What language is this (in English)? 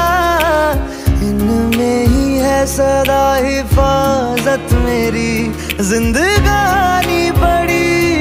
Hindi